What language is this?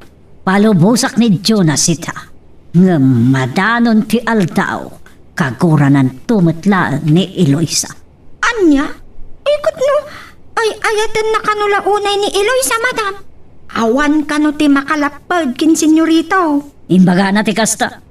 Iloko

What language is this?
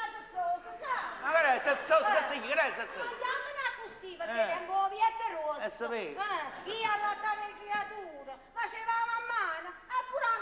Neapolitan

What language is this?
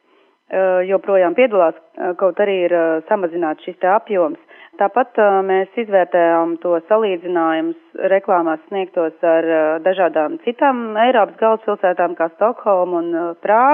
Latvian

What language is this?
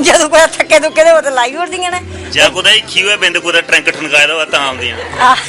Dogri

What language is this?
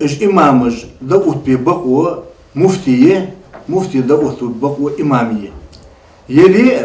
Ingush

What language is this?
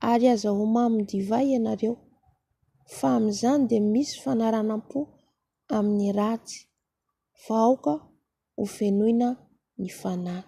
Malagasy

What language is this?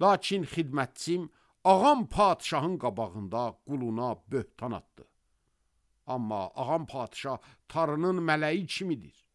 Azerbaijani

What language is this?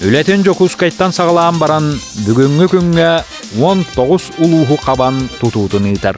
Yakut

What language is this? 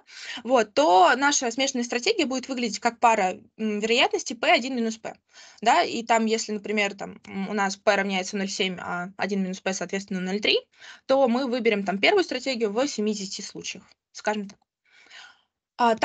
Russian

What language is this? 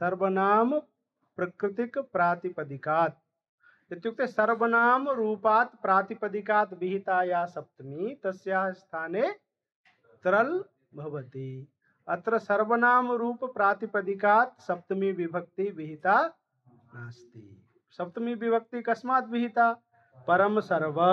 Sanskrit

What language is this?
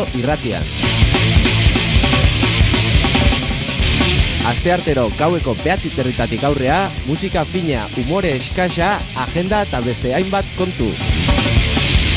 Basque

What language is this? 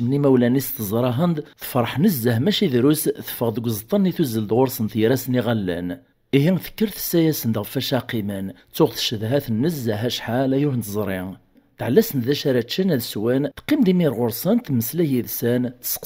Kabyle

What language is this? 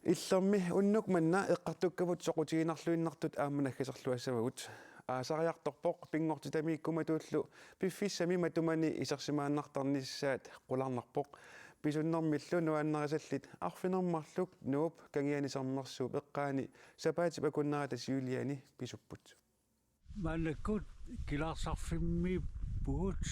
Kalaallisut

